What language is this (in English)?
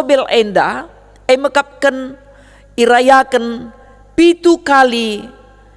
Batak Karo